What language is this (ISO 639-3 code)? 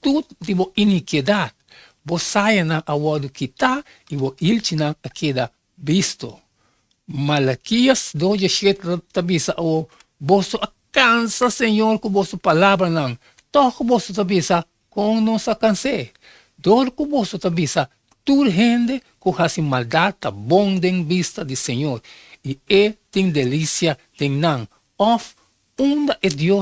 pap